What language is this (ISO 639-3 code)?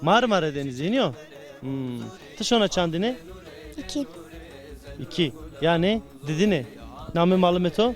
zza